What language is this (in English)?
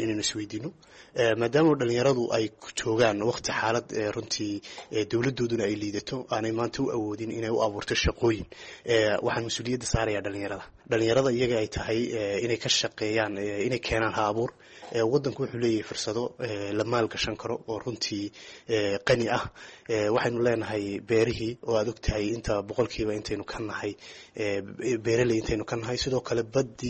Somali